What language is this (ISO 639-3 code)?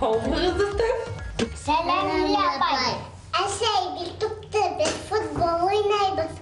bak